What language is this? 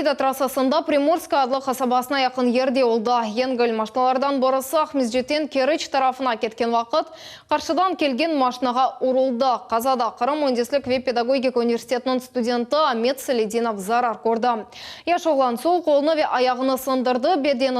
Crimean Tatar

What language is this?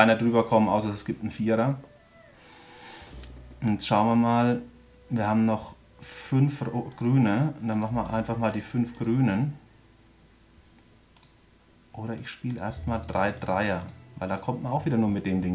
German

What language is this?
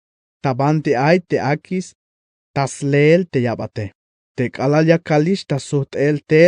Tzeltal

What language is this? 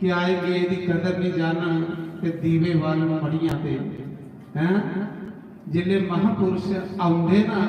Dogri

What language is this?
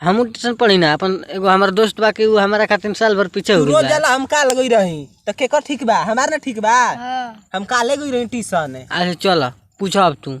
Bhojpuri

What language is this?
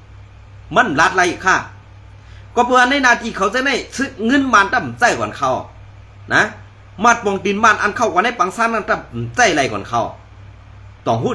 Shan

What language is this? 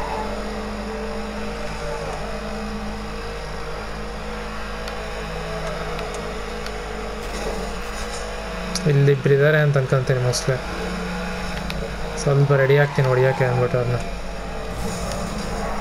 Kannada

